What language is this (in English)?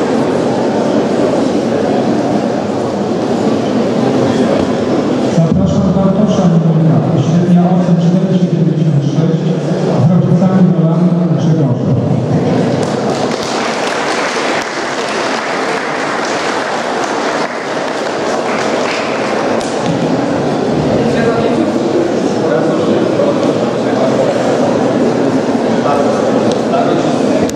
Polish